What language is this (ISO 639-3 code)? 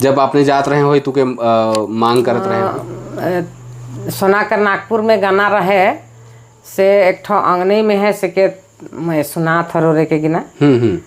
sck